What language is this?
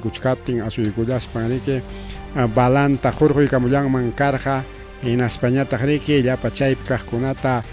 Ayacucho Quechua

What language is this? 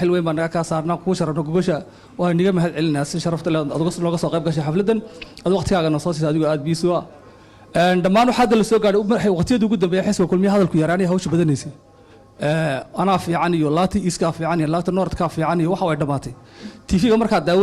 Somali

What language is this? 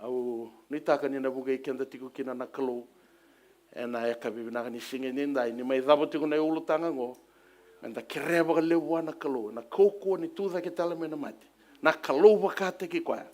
Fijian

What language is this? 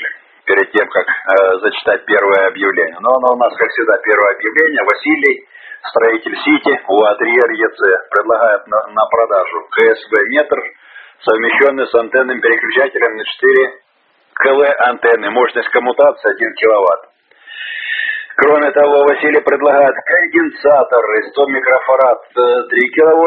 Russian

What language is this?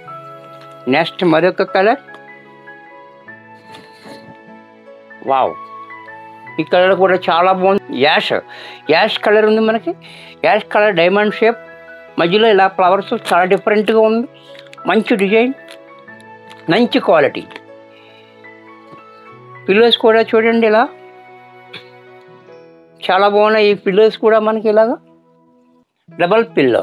Telugu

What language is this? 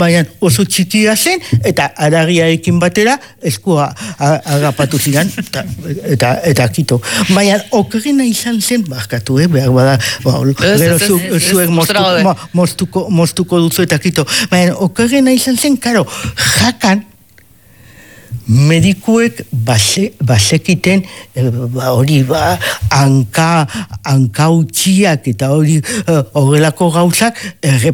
Basque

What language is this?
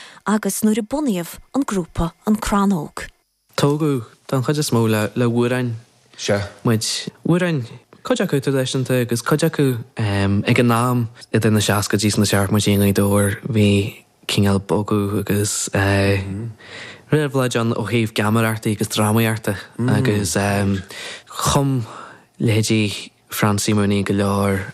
Irish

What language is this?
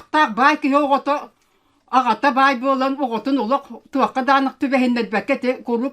Yakut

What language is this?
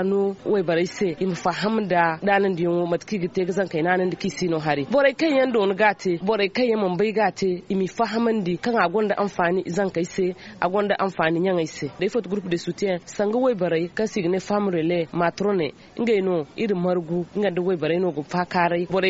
Zarma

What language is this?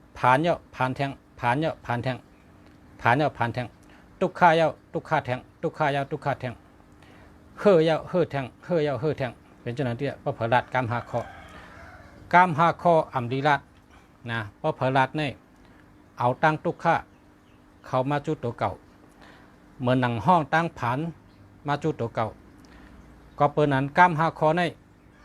Shan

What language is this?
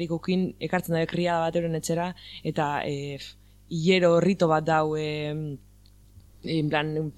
Basque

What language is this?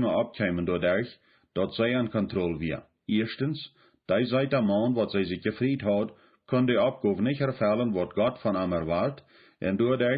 Plautdietsch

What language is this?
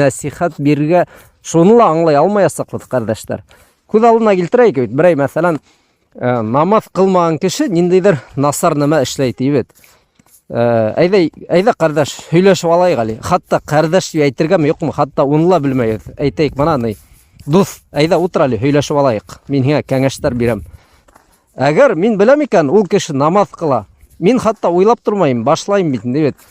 Bashkir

